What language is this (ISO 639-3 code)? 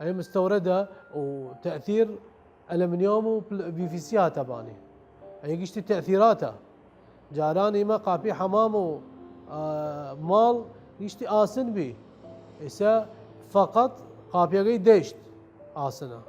sdh